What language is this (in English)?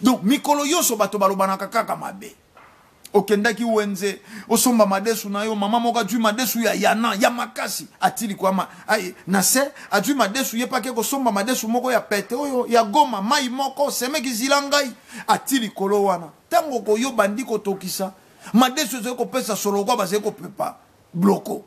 Lingala